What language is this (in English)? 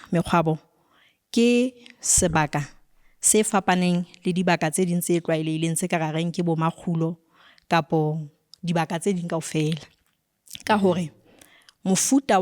Southern Sotho